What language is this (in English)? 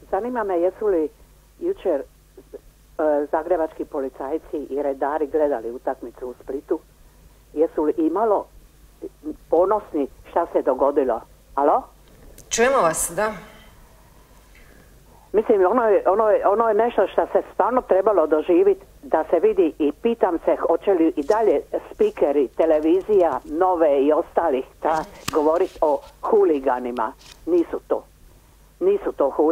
Croatian